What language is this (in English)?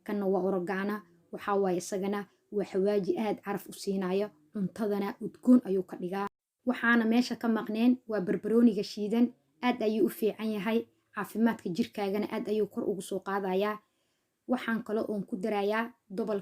Somali